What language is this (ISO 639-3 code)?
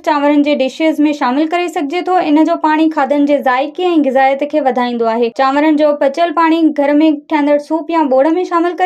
snd